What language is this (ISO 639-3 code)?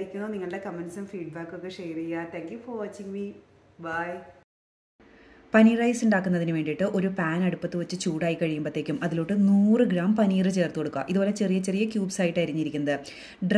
mal